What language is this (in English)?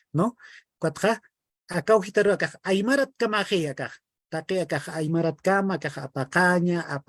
Aymara